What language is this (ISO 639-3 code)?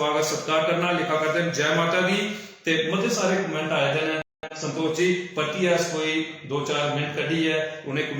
doi